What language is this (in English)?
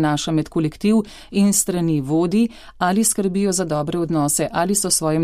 Slovenian